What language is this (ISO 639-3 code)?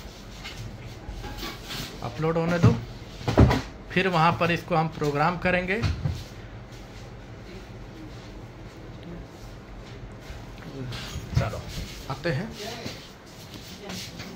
hin